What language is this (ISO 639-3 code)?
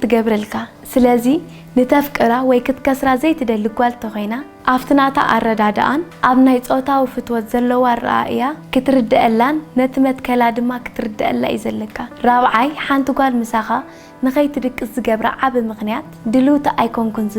tir